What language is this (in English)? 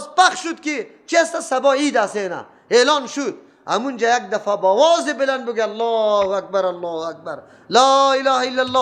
Persian